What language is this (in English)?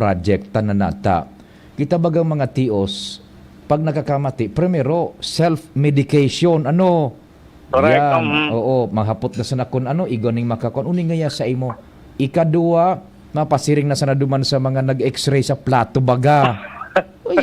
Bikol